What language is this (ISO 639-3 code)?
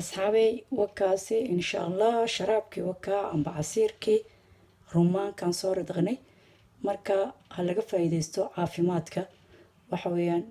som